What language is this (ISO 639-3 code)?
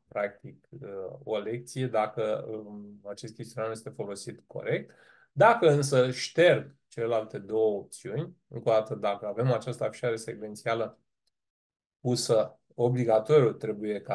ron